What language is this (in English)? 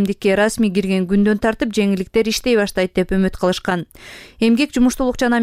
Kyrgyz